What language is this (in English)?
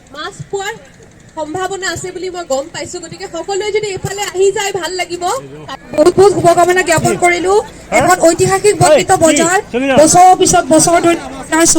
Assamese